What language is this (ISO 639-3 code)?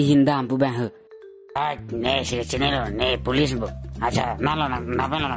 mjw